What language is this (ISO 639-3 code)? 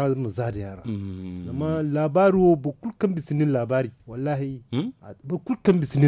dje